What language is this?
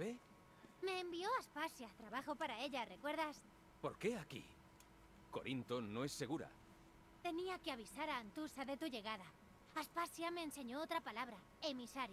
Spanish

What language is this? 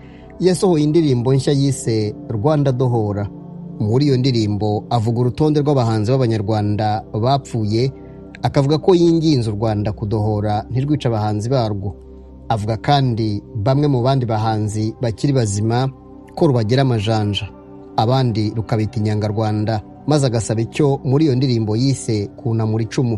Kinyarwanda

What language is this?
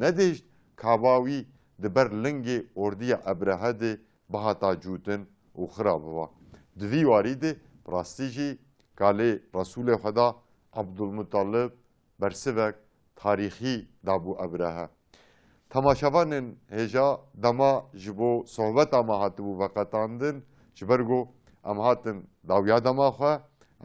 Kurdish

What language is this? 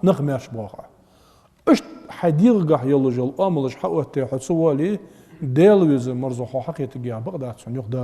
Ingush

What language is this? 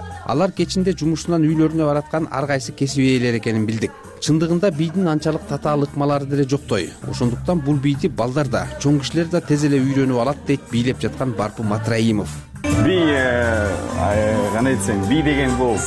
Kyrgyz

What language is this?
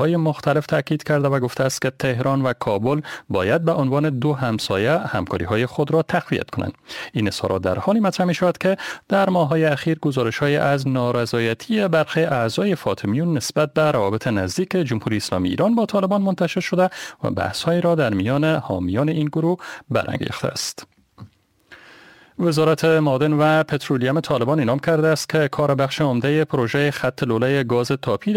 Persian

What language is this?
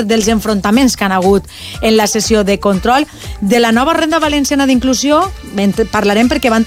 Catalan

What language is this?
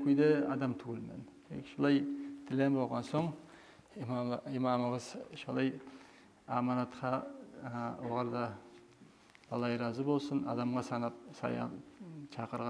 Kumyk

